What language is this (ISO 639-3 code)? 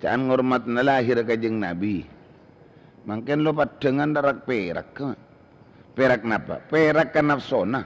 mad